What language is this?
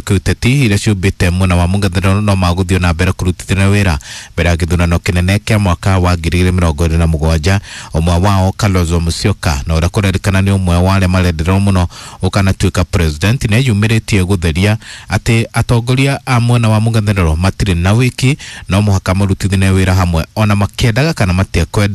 Kikuyu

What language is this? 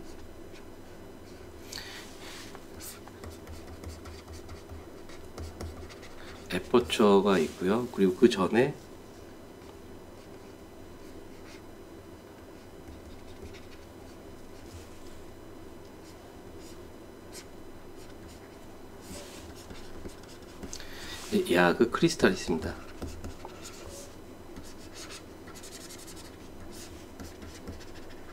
Korean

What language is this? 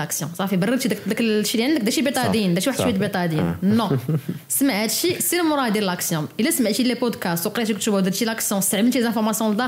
Moroccan Arabic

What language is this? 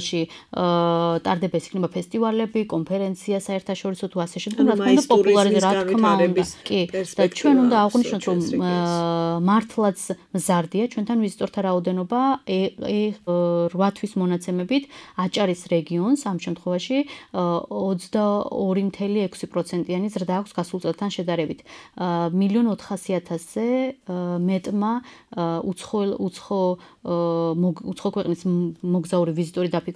Georgian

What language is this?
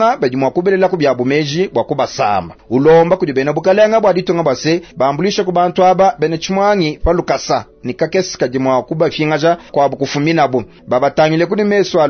Luba-Lulua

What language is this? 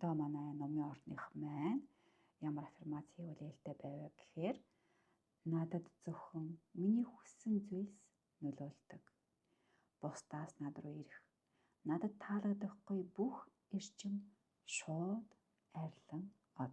Mongolian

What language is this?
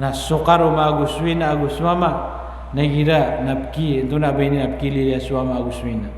Maranao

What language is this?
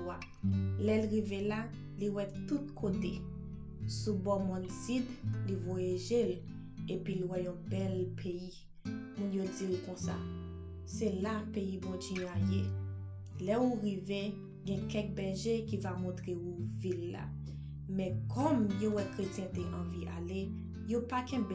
Haitian Creole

